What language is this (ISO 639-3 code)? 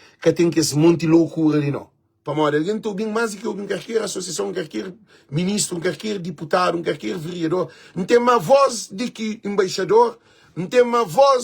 kea